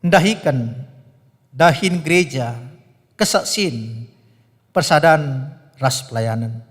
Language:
Batak Karo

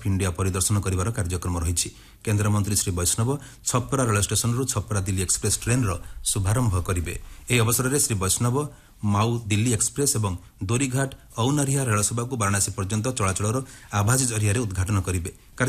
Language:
Odia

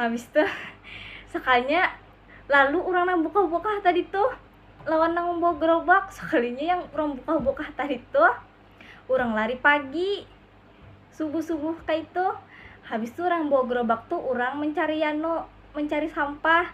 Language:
Banjar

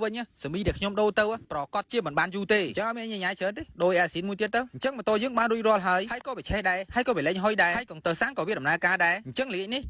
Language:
Khmer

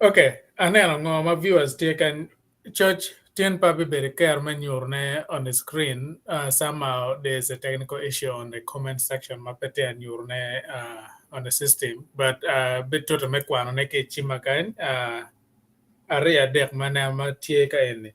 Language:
Acoli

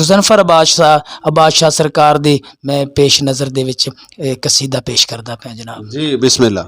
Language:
Saraiki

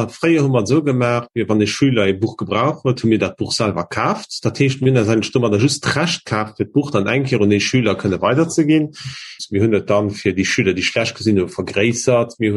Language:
Luxembourgish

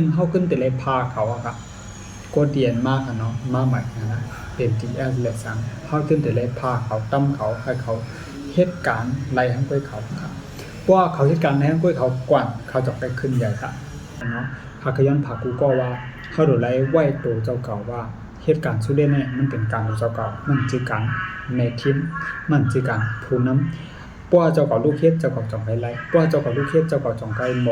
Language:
Shan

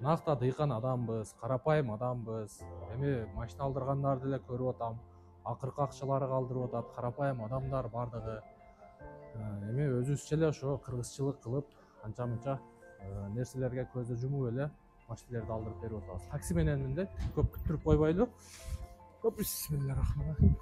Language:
Kyrgyz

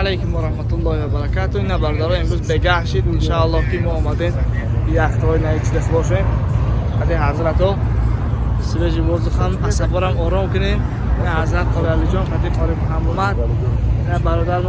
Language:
Tajik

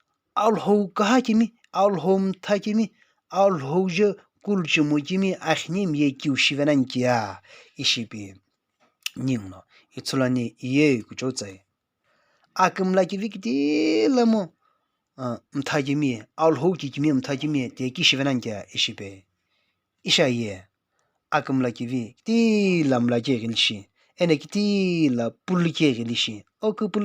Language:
Sumi Naga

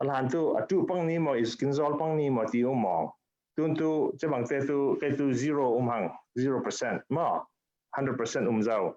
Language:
Falam Chin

